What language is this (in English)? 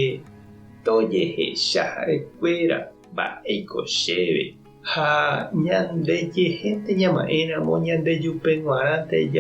Guarani